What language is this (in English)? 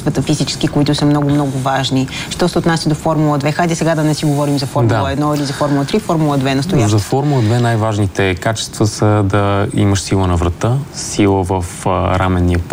Bulgarian